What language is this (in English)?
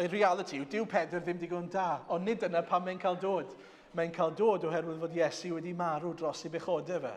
Welsh